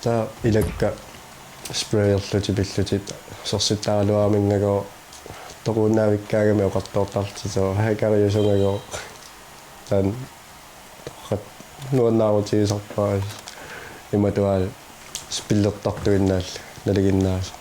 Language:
Kalaallisut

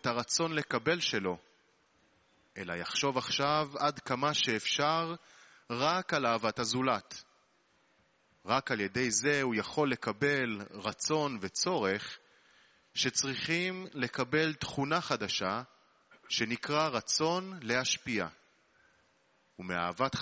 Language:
Hebrew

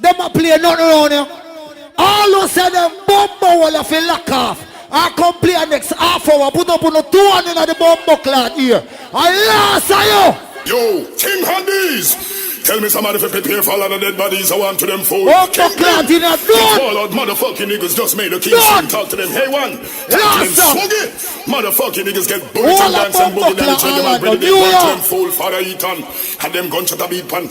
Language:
Jamaican Creole English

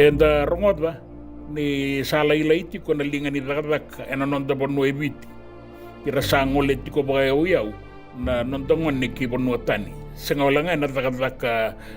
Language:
Fijian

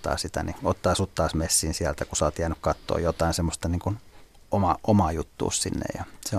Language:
Finnish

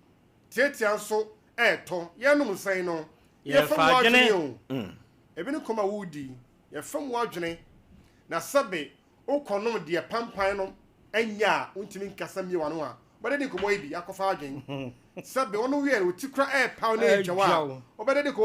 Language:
Akan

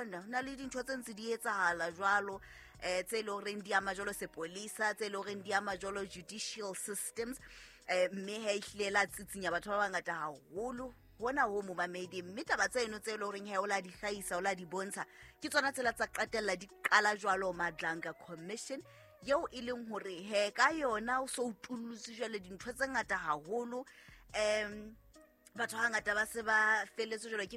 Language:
Southern Sotho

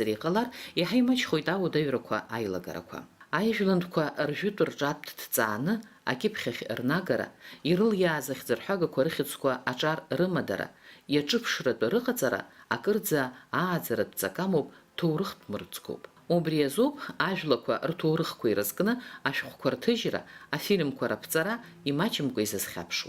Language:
Abkhazian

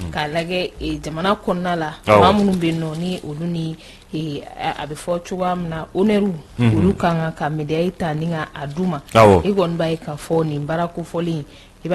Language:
Bambara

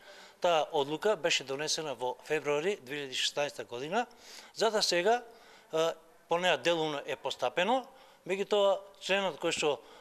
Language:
Macedonian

